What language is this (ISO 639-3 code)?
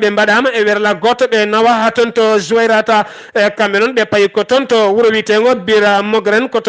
ful